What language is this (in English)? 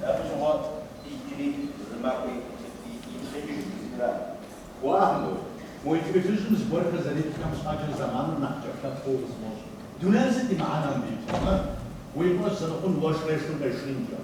Kabardian